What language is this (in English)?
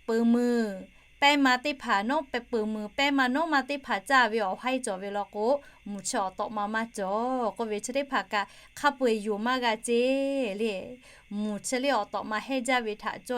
Lahu